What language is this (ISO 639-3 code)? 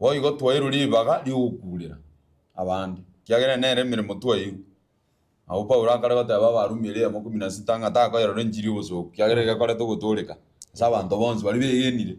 guz